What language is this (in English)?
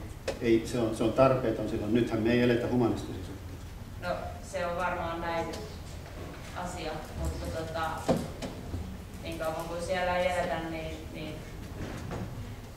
Finnish